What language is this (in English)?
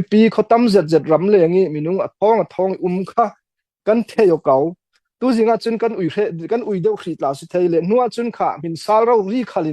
Falam Chin